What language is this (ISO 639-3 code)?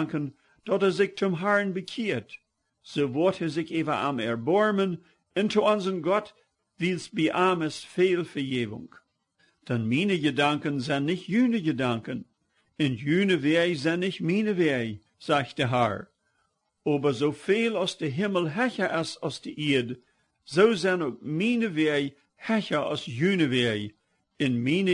pdt